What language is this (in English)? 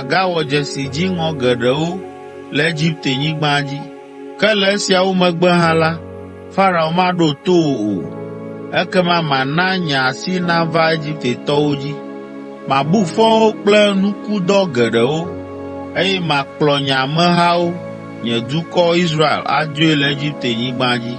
Ewe